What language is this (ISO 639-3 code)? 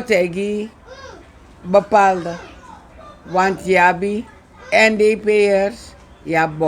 srn